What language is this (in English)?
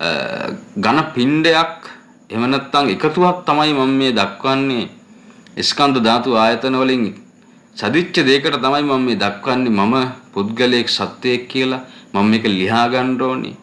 Sinhala